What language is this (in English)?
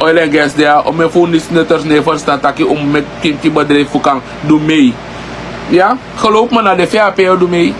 Sranan Tongo